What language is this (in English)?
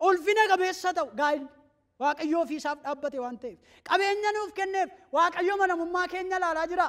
Oromo